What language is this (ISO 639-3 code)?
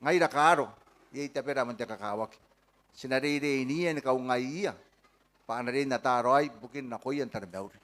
gil